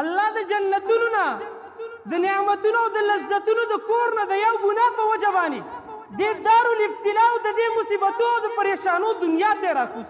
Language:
Pashto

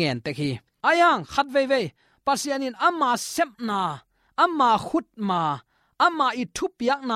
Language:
Tedim Chin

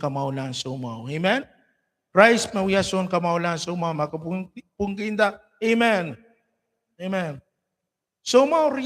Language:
Pohnpeian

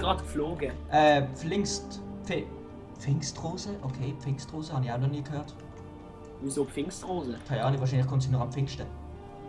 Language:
Swiss German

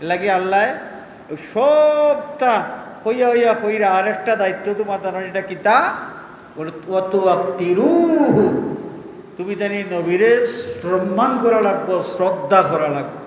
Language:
Sylheti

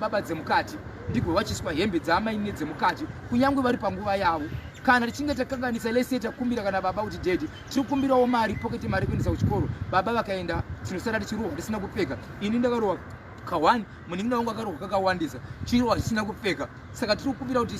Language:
Shona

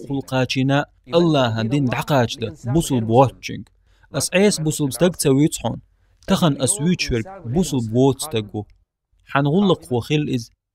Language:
Chechen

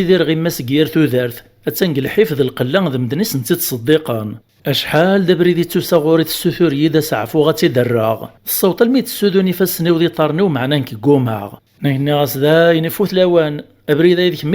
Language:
Kabyle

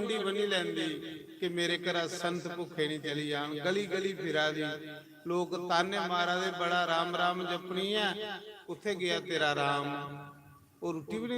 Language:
Dogri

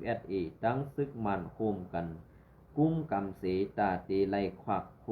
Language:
Shan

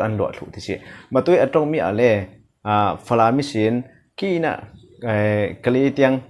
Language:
Hakha Chin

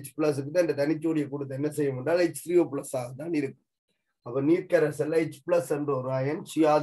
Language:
Tamil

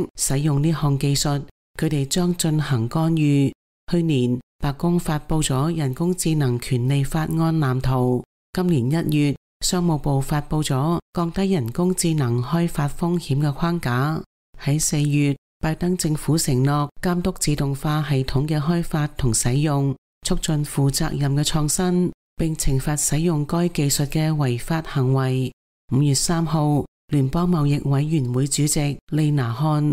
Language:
Cantonese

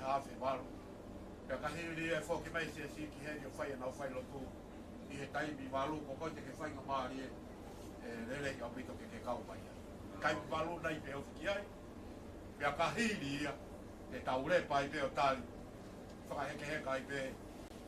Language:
Tongan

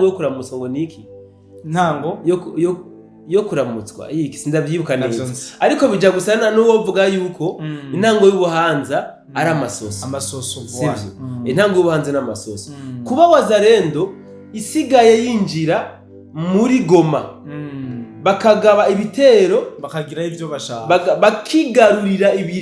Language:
Rundi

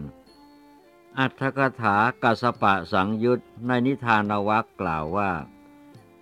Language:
Thai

